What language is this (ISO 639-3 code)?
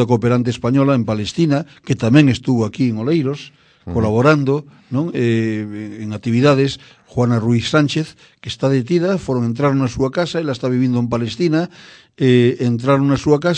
glg